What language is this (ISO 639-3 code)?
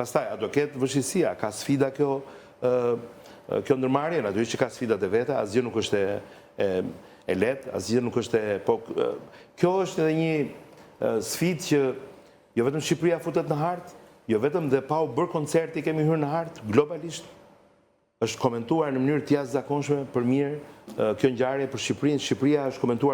sqi